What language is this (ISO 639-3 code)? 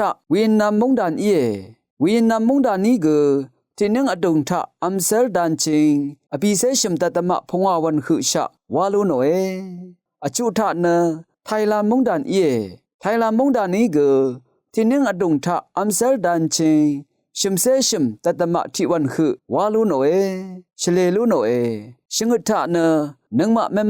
raw